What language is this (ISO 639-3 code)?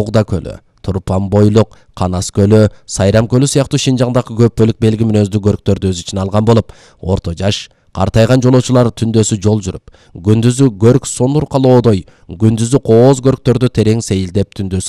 kir